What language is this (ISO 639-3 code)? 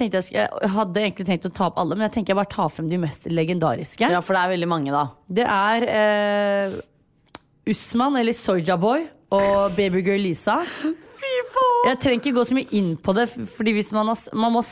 nor